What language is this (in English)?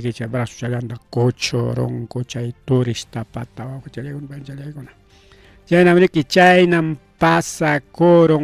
Ayacucho Quechua